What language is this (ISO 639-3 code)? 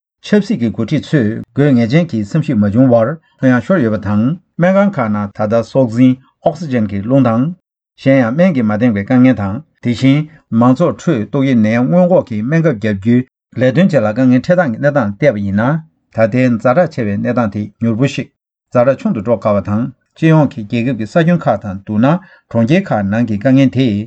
bod